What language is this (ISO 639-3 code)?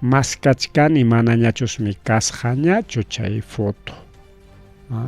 quy